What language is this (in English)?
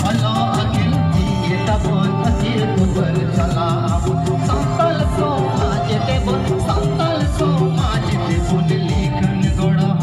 Santali